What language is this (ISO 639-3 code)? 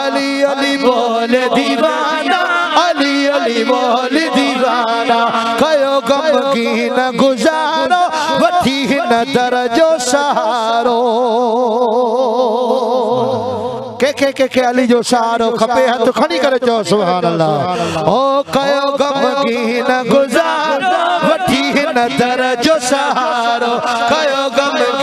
snd